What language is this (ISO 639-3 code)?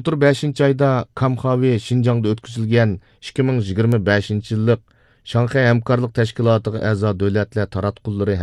uig